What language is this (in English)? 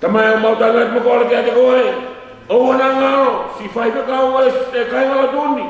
Tongan